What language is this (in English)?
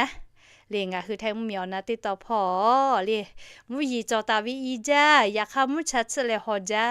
Lahu